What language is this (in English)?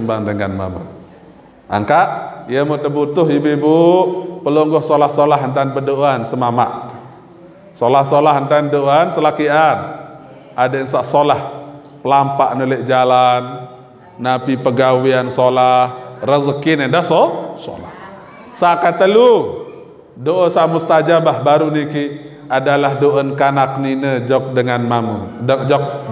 Sasak